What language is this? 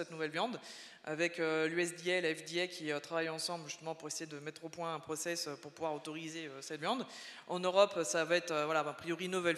French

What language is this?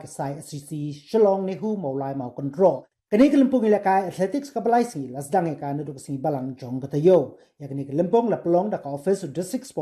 Khasi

